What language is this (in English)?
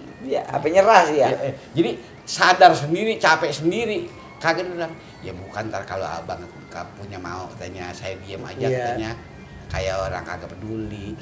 Betawi